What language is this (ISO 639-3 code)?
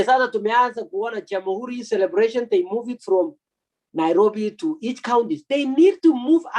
kln